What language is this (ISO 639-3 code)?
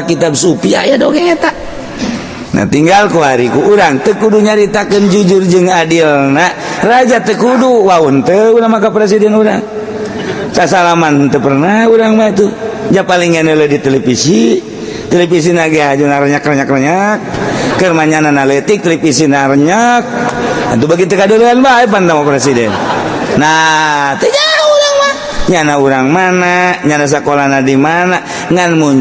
sun